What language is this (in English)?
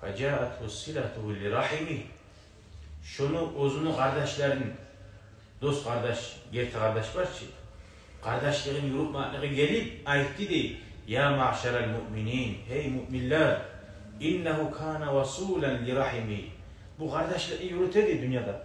Kumyk